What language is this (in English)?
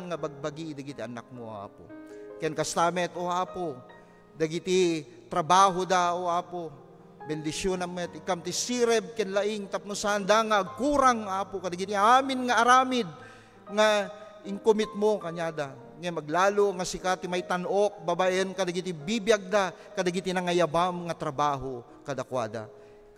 Iloko